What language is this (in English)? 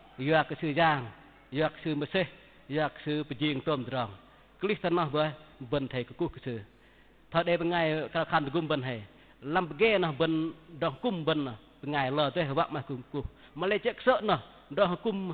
Bahnar